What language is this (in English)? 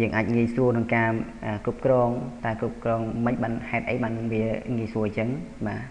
Khmer